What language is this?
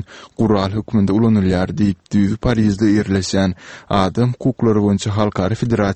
Turkmen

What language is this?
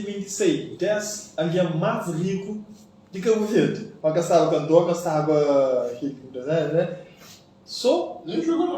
Kabuverdianu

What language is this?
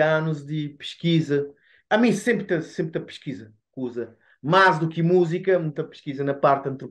Kabuverdianu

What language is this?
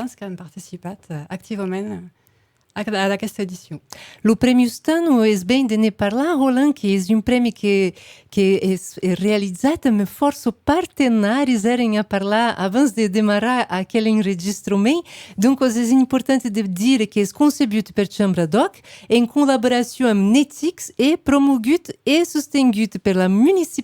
Occitan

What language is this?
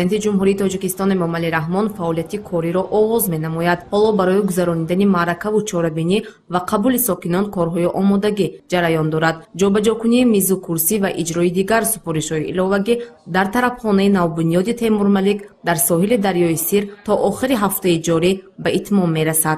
Tajik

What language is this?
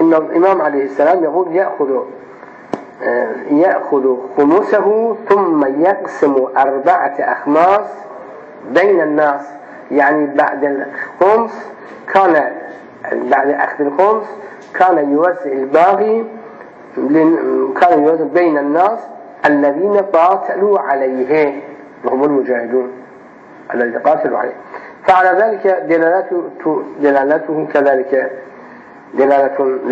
Arabic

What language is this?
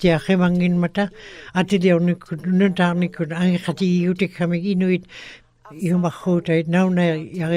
Western Canadian Inuktitut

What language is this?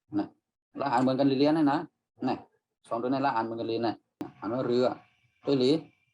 Shan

